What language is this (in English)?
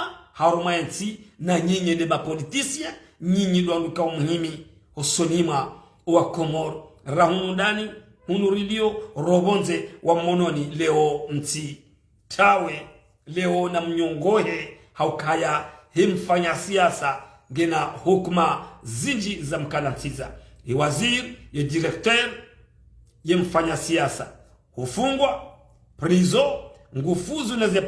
Ngazidja Comorian